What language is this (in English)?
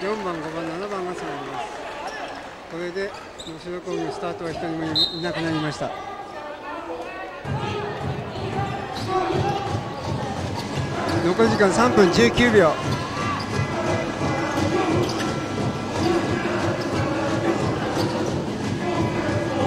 Japanese